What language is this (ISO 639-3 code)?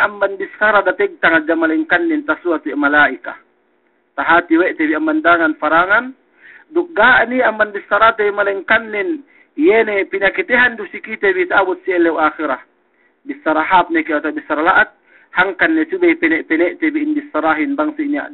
yka